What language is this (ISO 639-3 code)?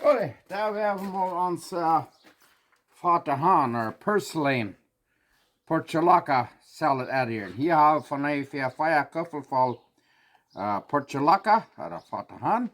pdt